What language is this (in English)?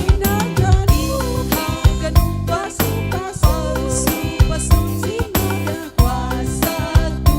Batak Simalungun